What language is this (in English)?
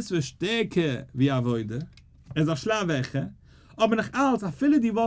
Yiddish